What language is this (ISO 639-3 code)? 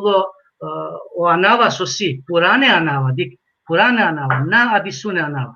rmn